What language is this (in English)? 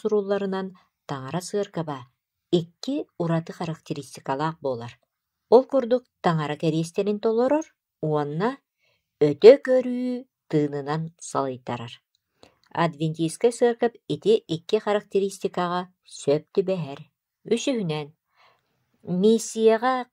Yakut